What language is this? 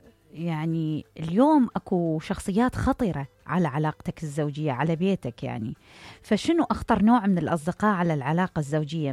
Mesopotamian Arabic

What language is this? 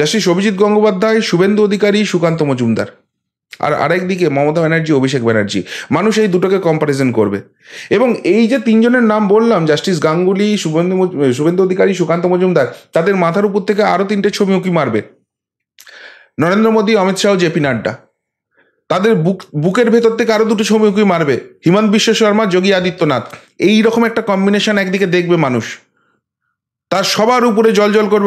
Bangla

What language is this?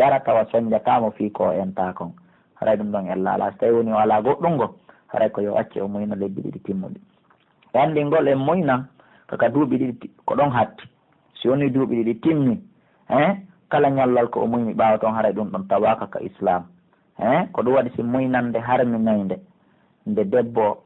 Pular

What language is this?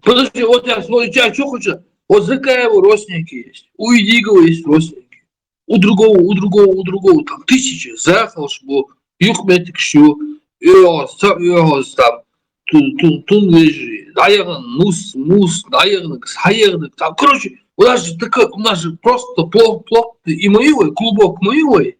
Chechen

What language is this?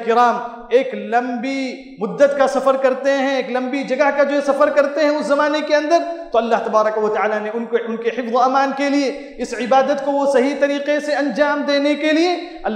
Urdu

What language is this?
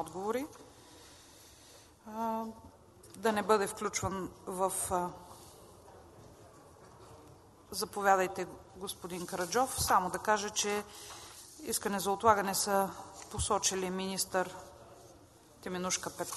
Bulgarian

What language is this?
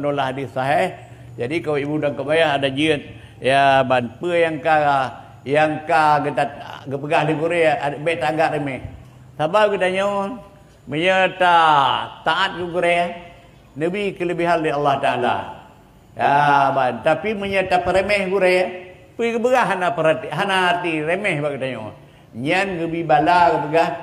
Achinese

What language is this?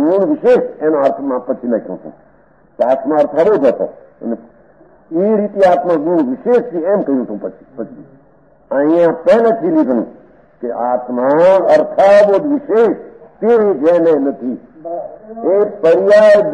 Gujarati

